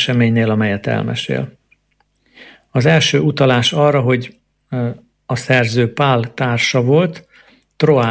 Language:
Hungarian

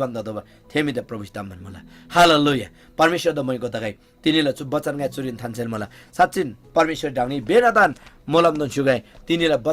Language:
Eastern Tamang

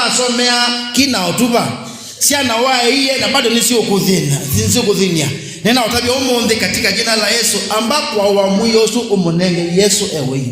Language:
Kamba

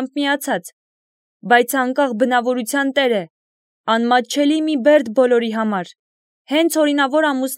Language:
Armenian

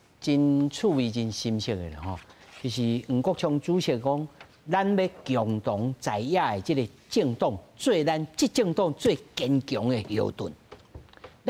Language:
Min Nan Chinese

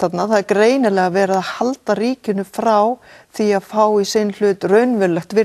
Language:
Icelandic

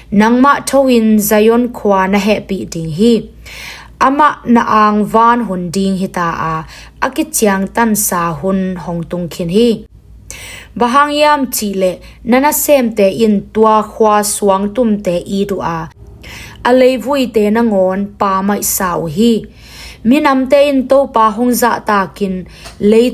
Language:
Tedim Chin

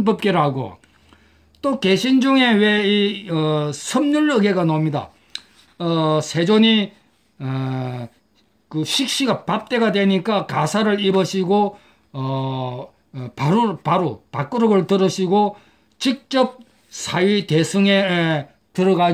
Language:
Korean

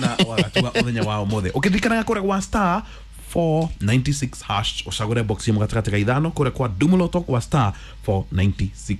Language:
Kikuyu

